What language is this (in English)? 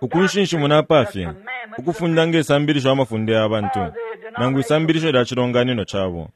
Bemba